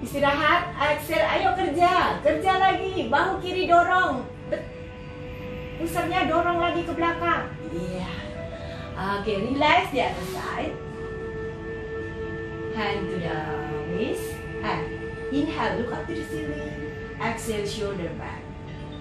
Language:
Indonesian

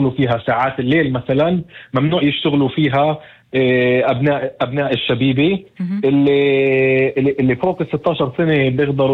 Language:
North Levantine Arabic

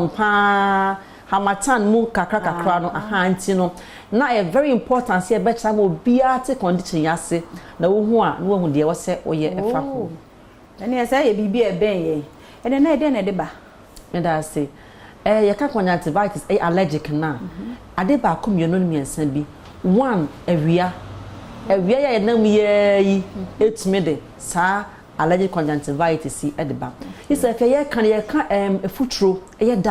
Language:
Akan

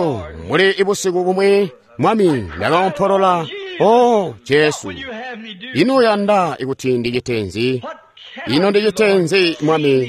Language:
Tonga (Zambia)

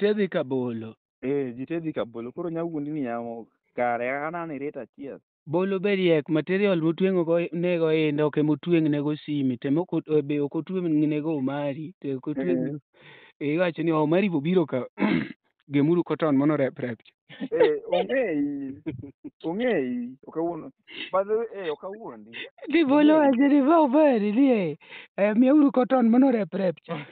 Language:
Luo (Kenya and Tanzania)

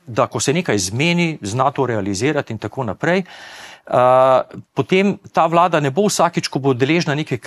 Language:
Slovenian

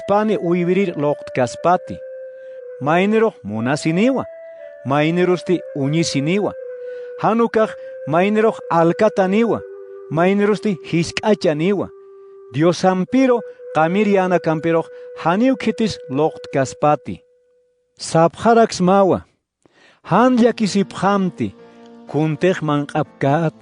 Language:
Aymara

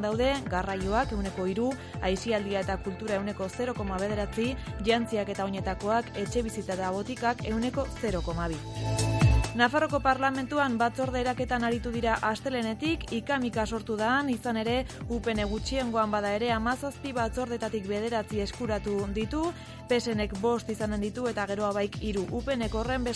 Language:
Basque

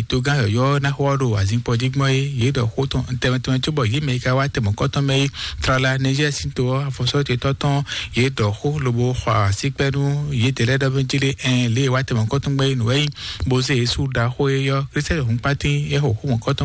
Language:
Fon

